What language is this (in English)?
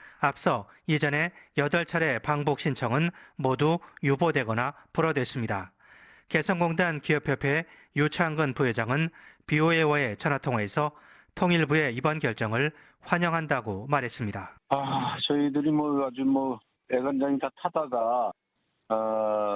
Korean